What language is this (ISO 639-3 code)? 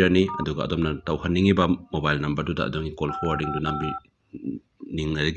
mni